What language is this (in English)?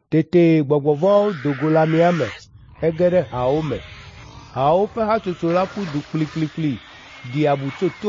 Ewe